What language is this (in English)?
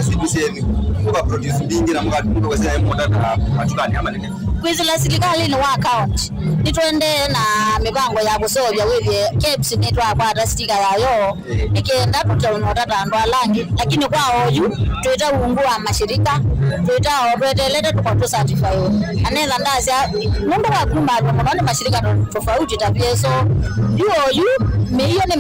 Kamba